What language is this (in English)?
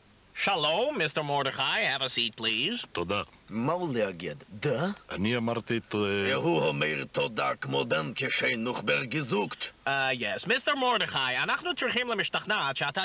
Hebrew